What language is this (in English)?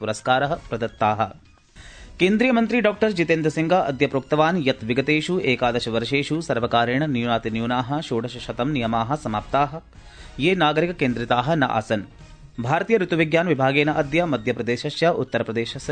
Sanskrit